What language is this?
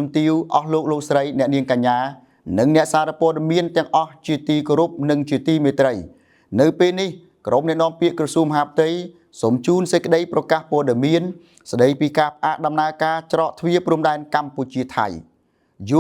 Khmer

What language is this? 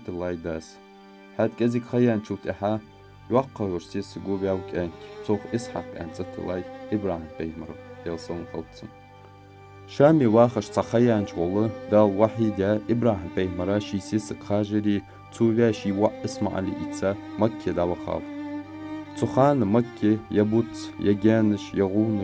Ingush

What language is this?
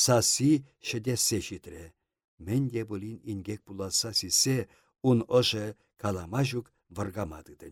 Chuvash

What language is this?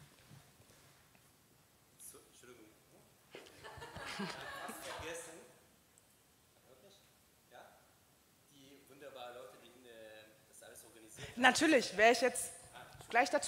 German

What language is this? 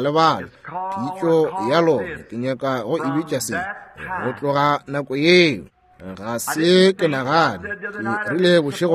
Northern Sotho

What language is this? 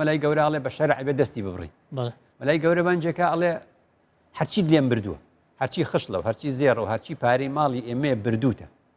Central Kurdish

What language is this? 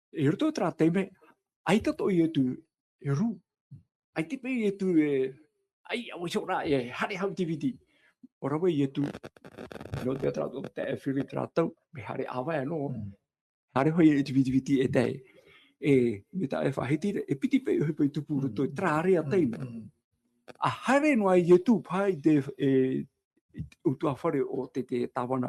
Tahitian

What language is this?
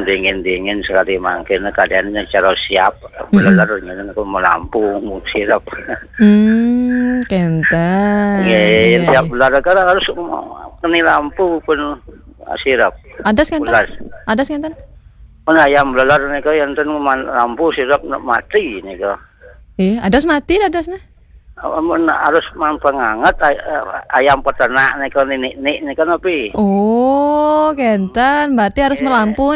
Balinese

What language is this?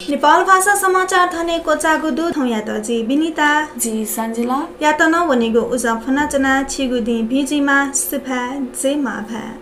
Newari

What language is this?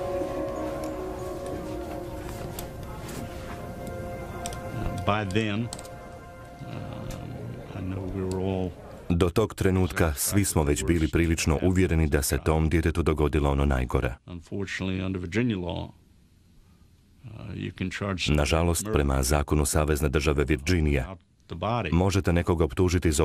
Croatian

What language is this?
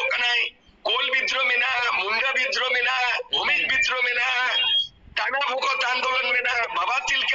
Santali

